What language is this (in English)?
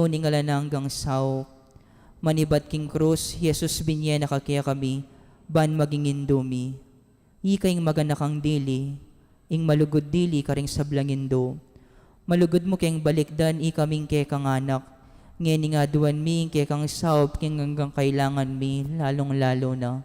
Pampanga